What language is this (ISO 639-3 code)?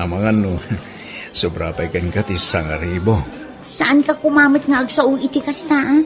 ilo